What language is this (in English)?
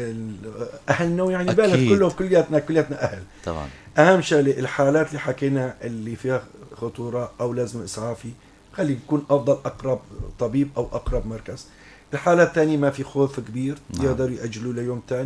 North Levantine Arabic